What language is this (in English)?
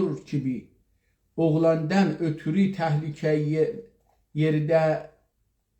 South Azerbaijani